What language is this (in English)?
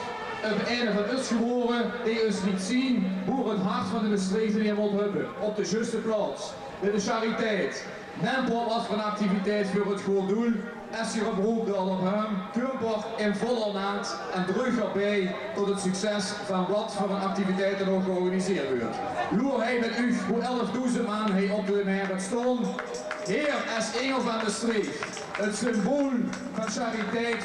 Limburgish